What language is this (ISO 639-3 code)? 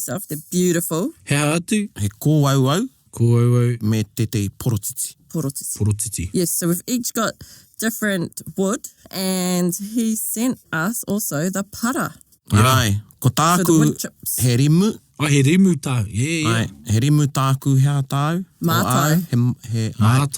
mri